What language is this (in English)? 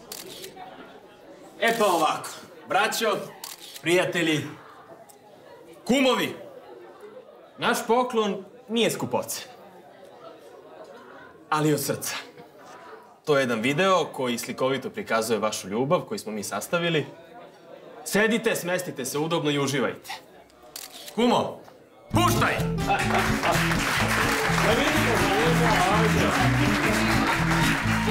Serbian